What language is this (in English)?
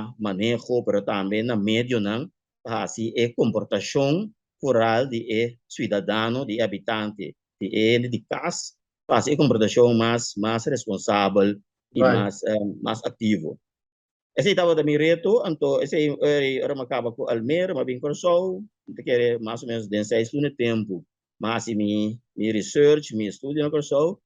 Papiamento